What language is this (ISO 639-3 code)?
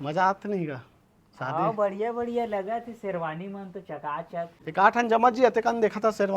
hne